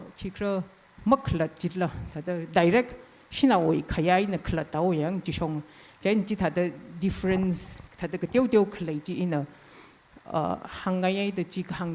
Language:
Tangkhul Naga (India)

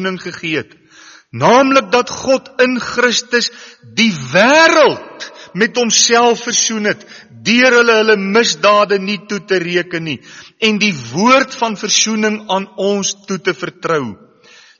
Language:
Afrikaans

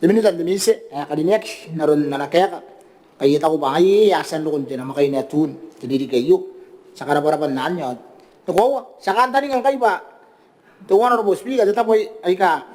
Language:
Gilbertese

